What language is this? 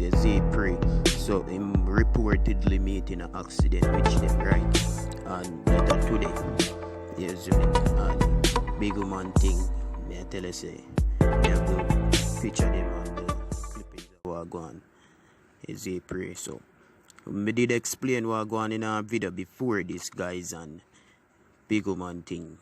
Jamaican Creole English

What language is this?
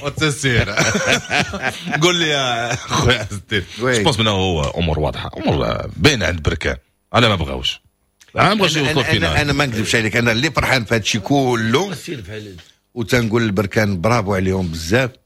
Moroccan Arabic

